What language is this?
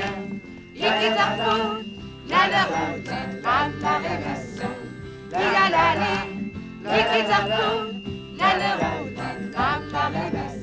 Kalaallisut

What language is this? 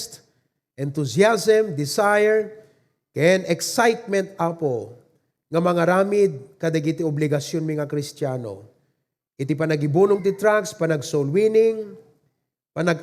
Iloko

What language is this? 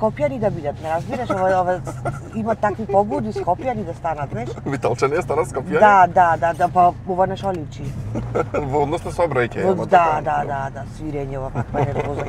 Macedonian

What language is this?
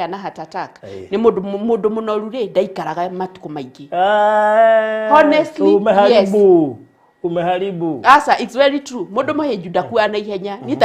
Kikuyu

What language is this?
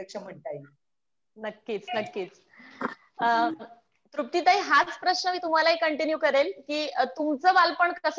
Marathi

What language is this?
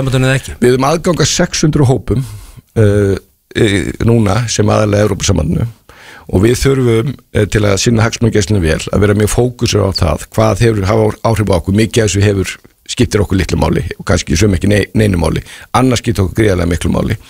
Icelandic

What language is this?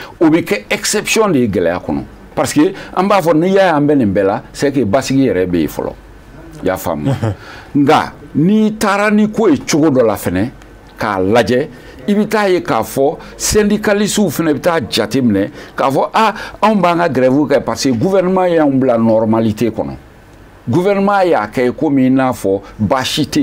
Bambara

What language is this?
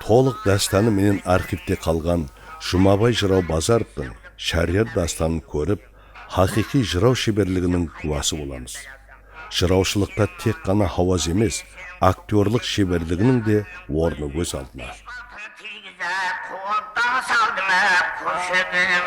Kara-Kalpak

